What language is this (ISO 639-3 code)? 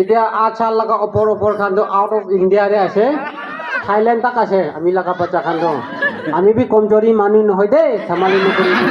nag